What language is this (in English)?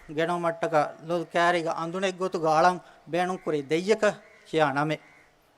Divehi